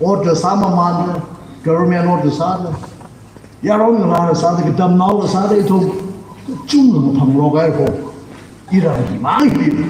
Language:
Tangkhul Naga (India)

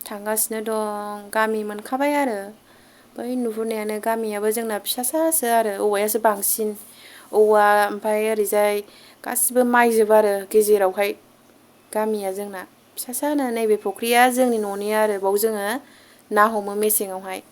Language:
Bodo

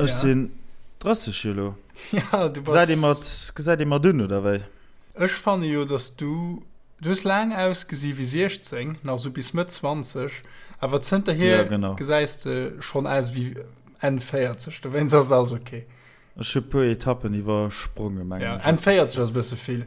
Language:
Luxembourgish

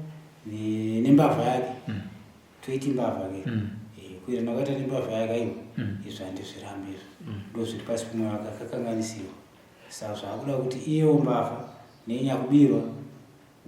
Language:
Shona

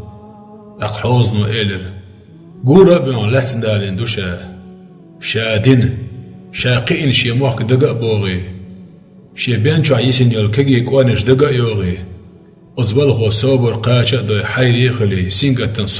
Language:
Chechen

